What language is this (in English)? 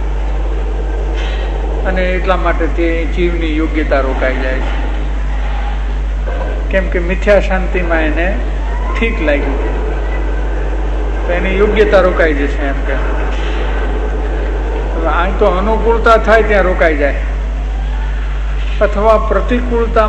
Gujarati